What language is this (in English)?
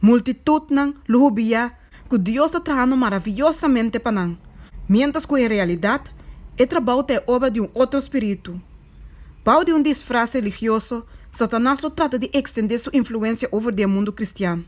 Papiamento